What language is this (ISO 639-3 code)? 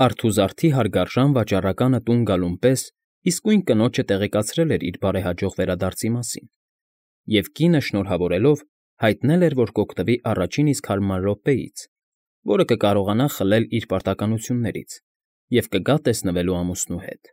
hye